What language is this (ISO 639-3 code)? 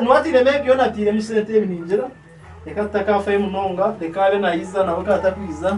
nyn